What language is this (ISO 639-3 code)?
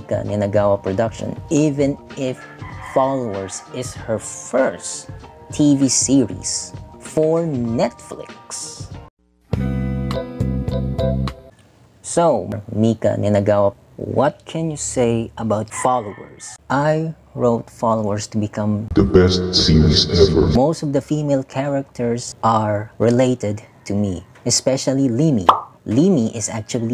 eng